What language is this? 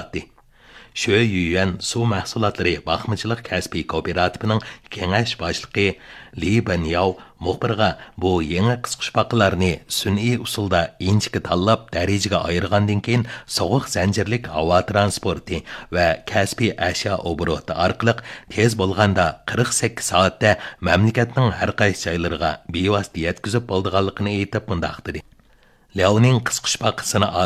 Uyghur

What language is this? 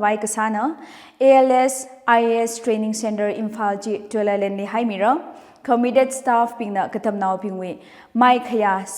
Tangkhul Naga (India)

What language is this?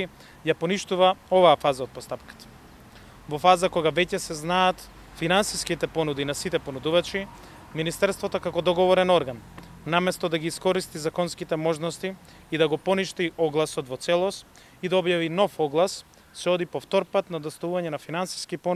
Macedonian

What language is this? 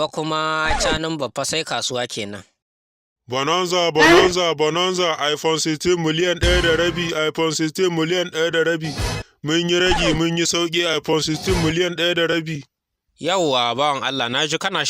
Hausa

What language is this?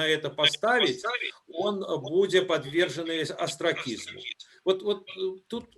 Belarusian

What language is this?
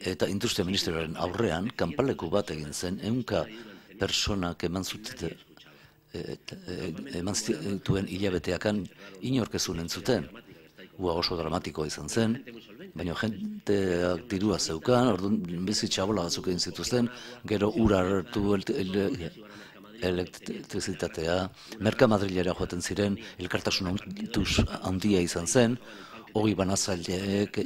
Basque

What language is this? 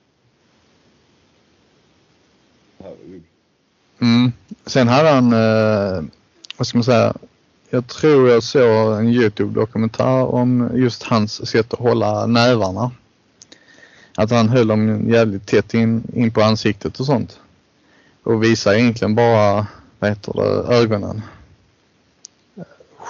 Swedish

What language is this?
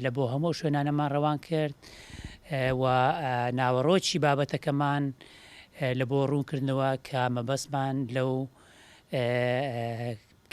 Central Kurdish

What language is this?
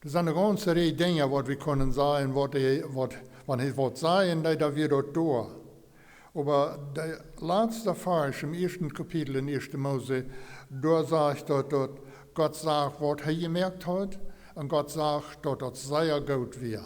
Plautdietsch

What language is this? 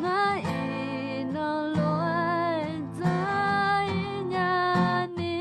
Akha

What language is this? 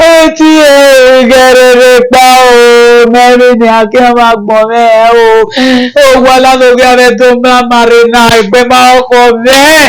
Bini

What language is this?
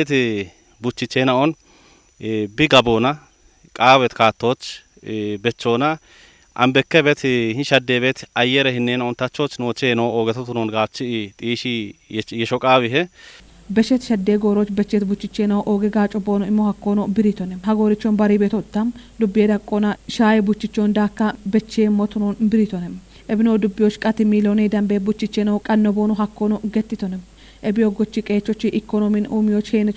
Kafa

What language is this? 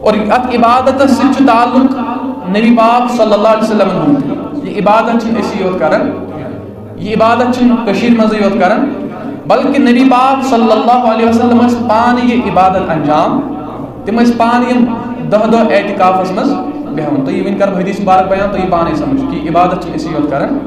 Kashmiri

